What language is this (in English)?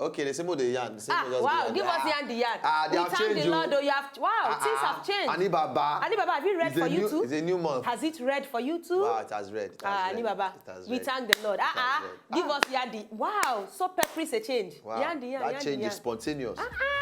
Nigerian Pidgin